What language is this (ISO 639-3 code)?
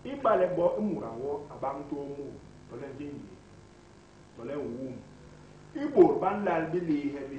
bas